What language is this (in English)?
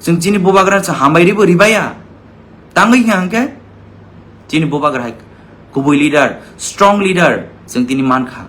Kok Borok